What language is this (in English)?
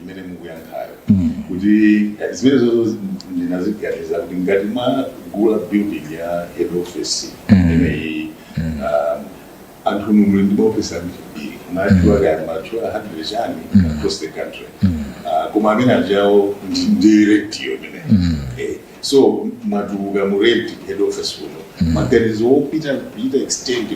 Nyanja